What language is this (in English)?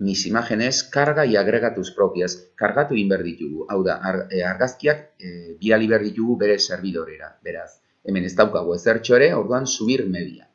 Basque